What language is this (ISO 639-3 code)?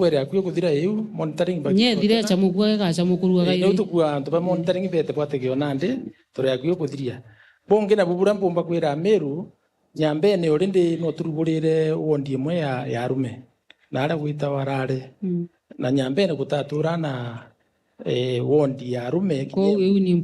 mer